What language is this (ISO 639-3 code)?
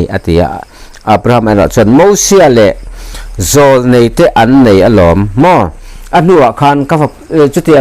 lus